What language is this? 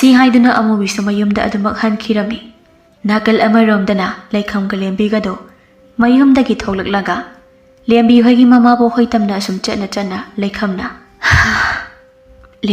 Manipuri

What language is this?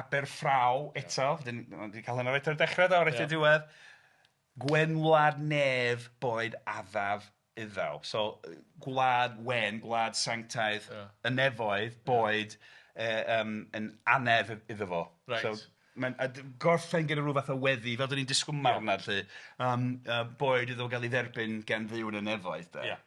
Welsh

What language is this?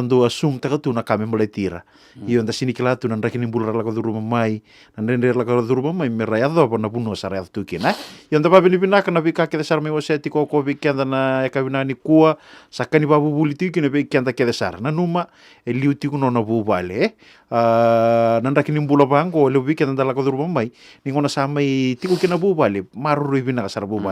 Fijian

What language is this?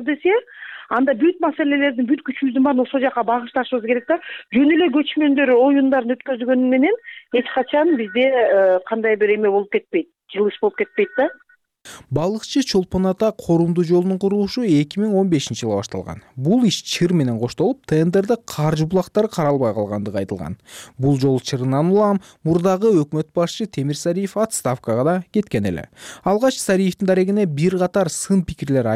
Kyrgyz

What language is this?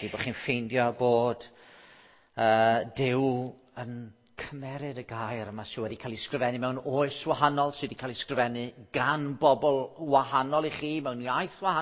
Welsh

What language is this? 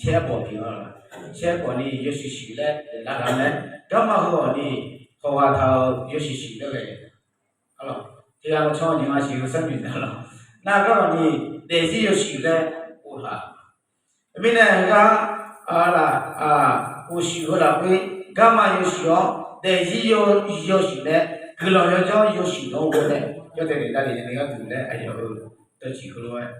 Akha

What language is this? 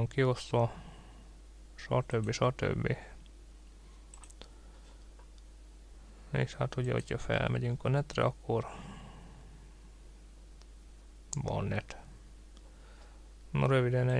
Hungarian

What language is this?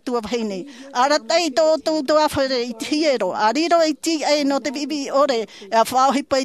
Tahitian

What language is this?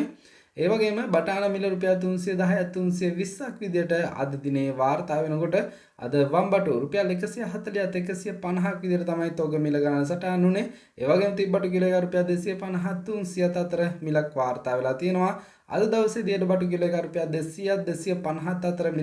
Sinhala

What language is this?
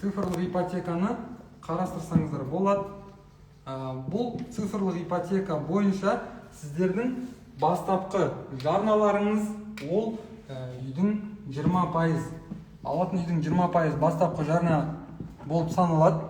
Kazakh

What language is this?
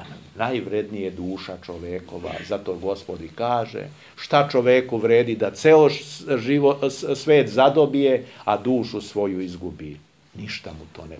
Serbian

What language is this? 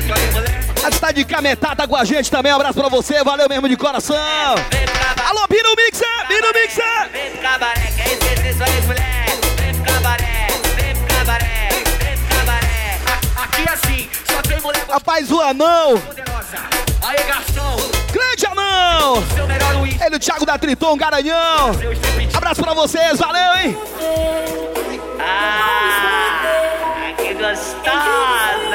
Portuguese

